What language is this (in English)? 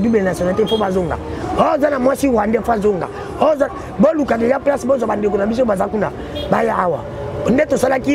Lingala